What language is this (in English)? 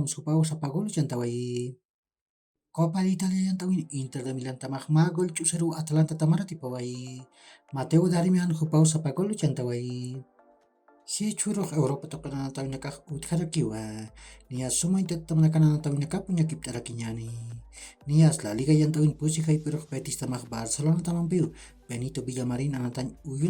Aymara